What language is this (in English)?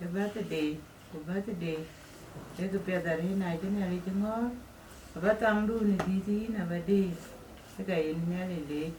Dinka